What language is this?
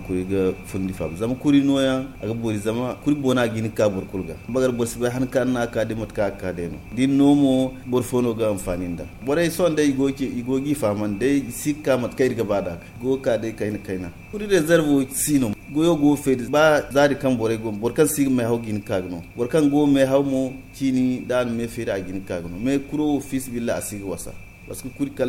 Zarma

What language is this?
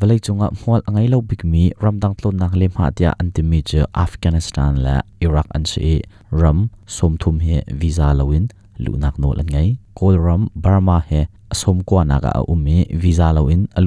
Hakha Chin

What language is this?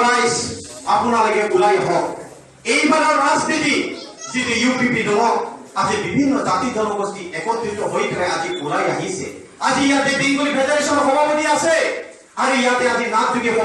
Assamese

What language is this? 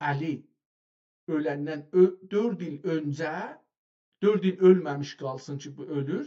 South Azerbaijani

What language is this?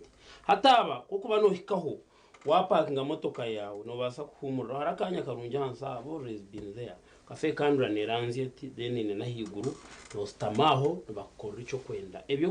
Nyankole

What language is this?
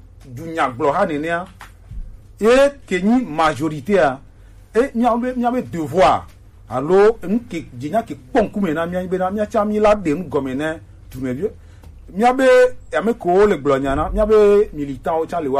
Gen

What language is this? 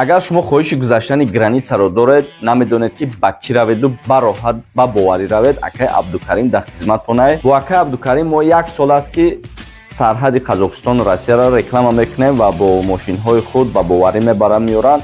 Tajik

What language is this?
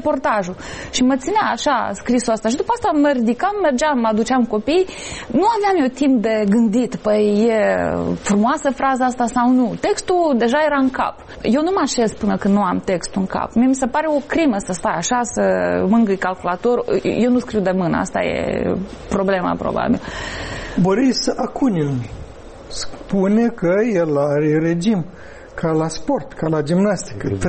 Romanian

